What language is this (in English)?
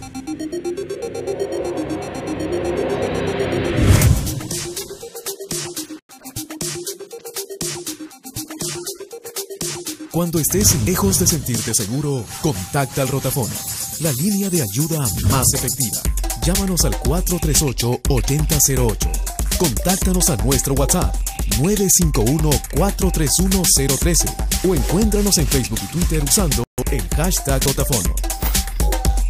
Spanish